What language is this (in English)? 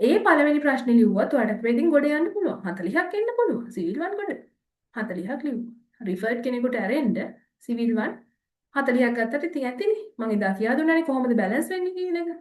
Sinhala